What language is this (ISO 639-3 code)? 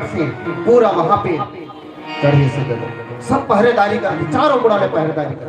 hne